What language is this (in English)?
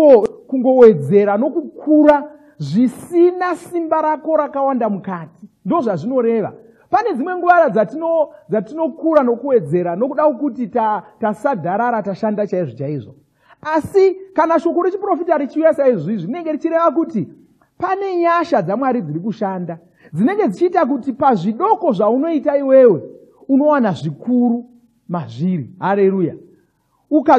Shona